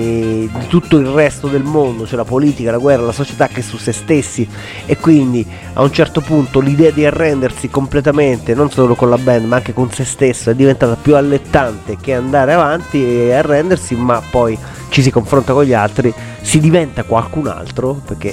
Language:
Italian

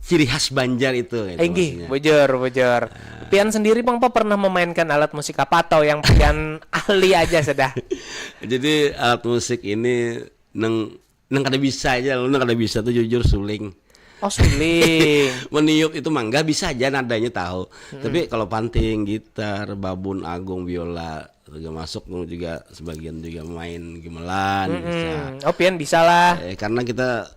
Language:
Banjar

